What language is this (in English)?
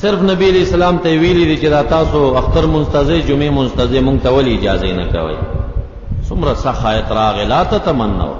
Pashto